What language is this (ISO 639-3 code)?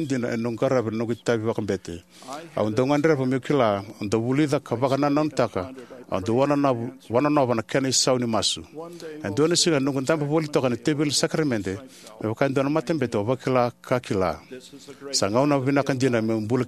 fij